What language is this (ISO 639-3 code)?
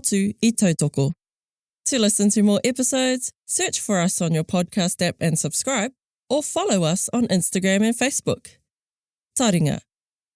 mri